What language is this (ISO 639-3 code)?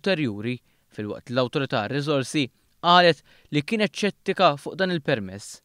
mlt